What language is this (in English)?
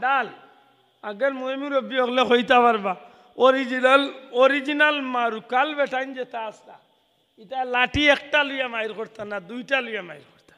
Sylheti